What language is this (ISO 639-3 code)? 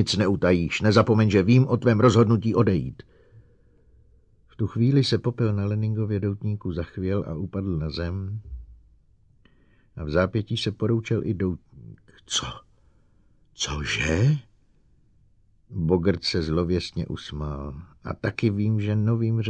ces